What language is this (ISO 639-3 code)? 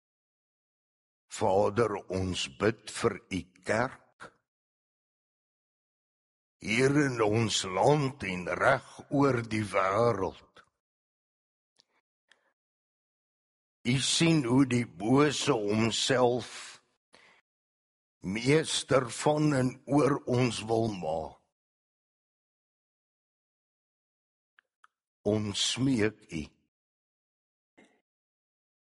afr